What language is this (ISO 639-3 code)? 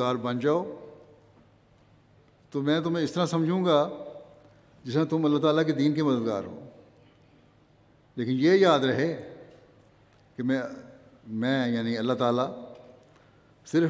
urd